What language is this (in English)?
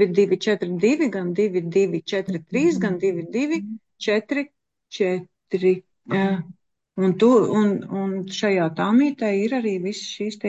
Latvian